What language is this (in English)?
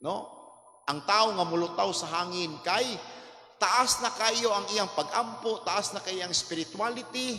Cebuano